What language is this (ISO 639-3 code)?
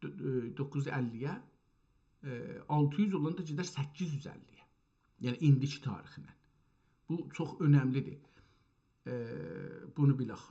azb